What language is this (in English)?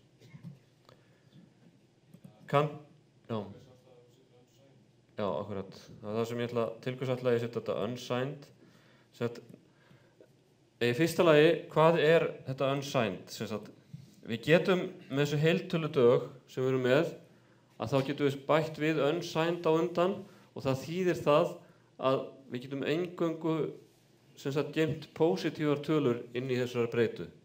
Icelandic